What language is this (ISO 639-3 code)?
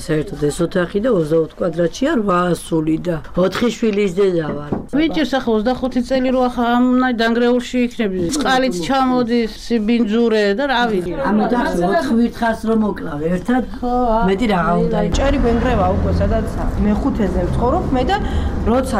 kat